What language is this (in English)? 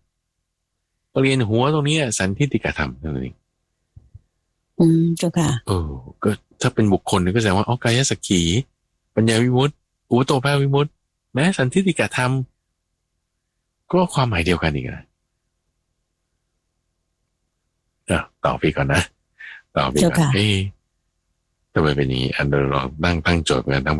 Thai